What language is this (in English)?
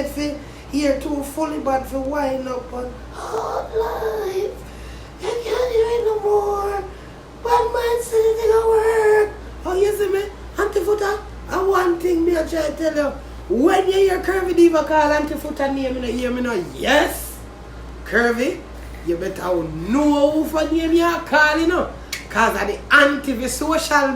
Jamaican Creole English